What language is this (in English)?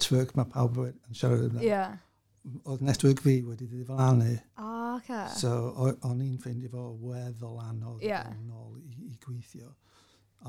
Welsh